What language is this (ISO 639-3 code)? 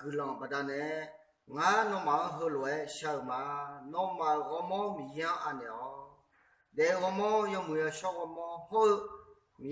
ahk